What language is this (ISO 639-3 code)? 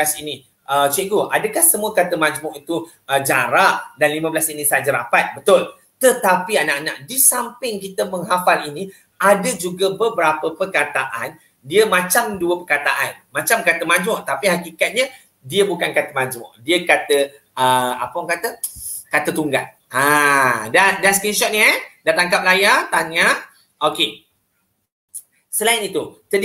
msa